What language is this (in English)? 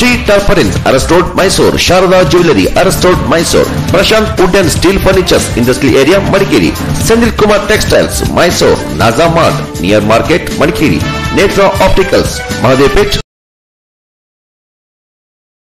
Kannada